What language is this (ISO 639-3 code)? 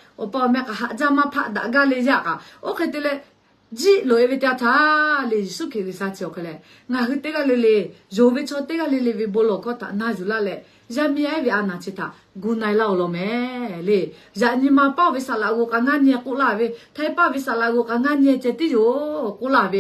lhu